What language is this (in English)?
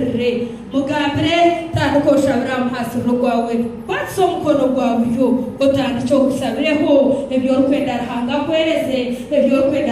Nyankole